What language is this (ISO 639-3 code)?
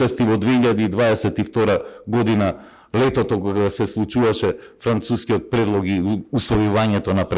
mkd